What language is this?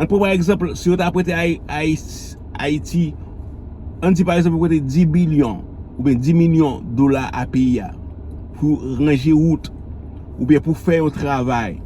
Haitian Creole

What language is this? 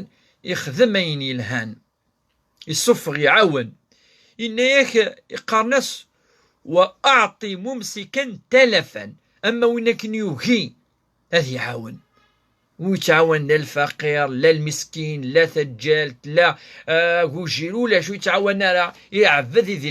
Kabyle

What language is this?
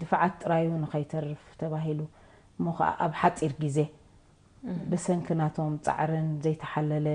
Tigrinya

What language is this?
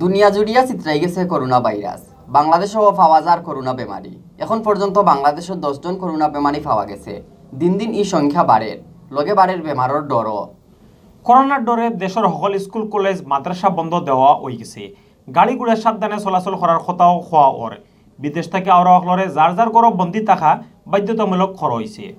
Sylheti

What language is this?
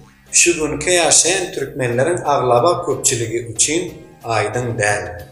Turkmen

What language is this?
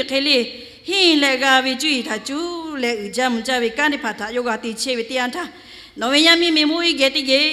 Lahu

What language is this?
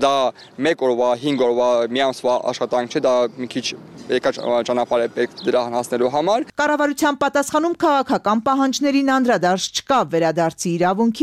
Armenian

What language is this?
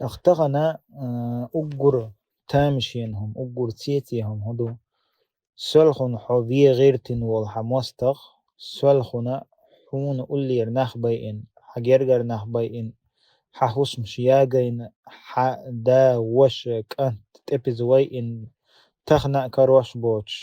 Chechen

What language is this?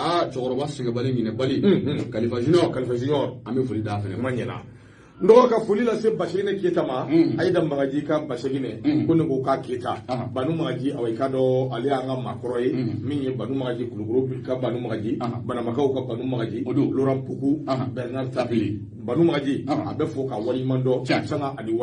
Bambara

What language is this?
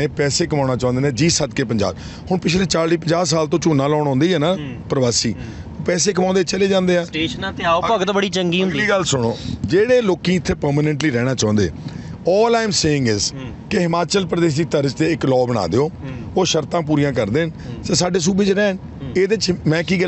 Punjabi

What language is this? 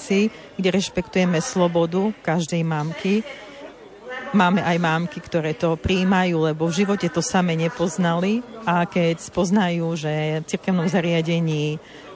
Slovak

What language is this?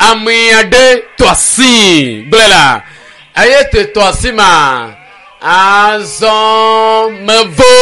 Ewe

